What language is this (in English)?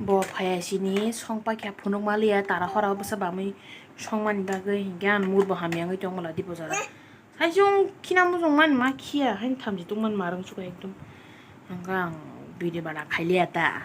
Kok Borok